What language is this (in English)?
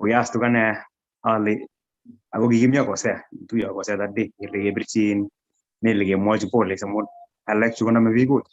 Kalenjin